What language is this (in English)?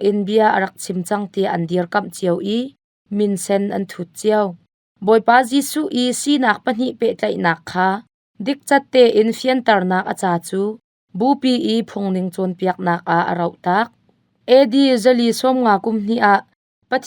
Hakha Chin